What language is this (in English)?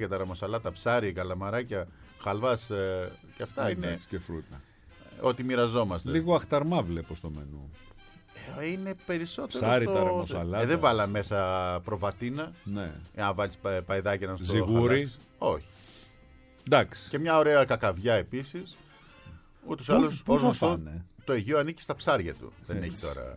Greek